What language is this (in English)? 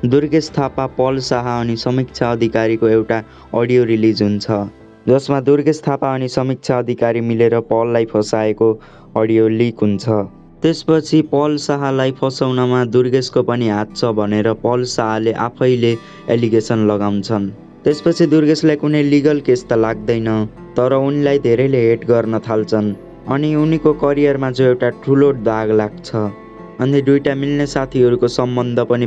Nepali